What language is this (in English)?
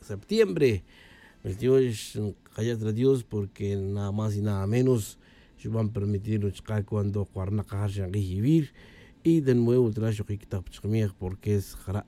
Tz'utujil